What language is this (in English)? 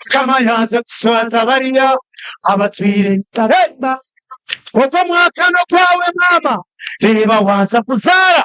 Nyankole